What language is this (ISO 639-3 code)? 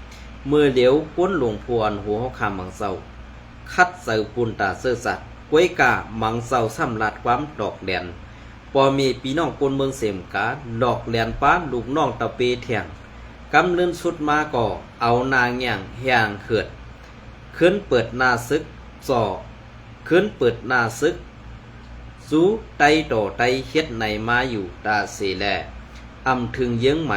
shn